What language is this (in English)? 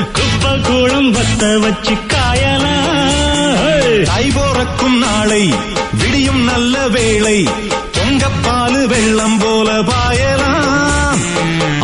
Tamil